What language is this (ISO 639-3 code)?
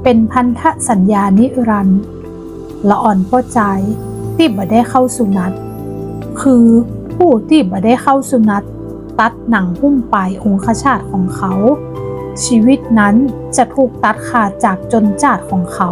nod